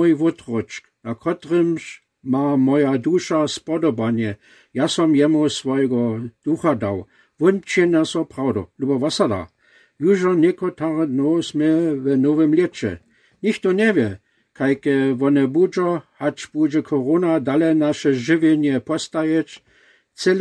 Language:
Lower Sorbian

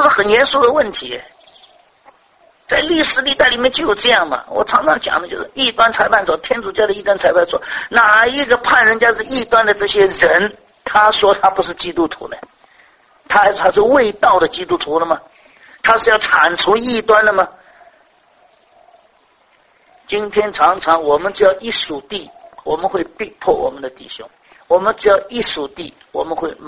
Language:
Chinese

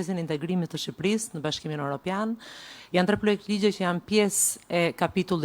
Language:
Albanian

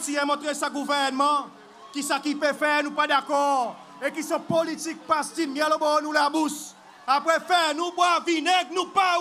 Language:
Seselwa Creole French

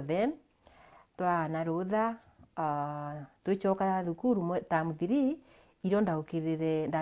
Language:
Meru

